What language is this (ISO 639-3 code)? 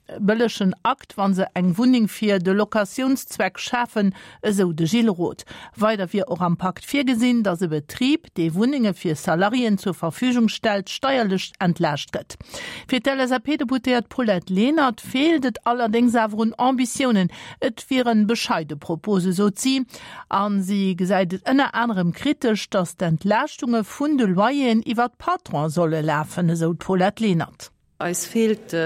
ltz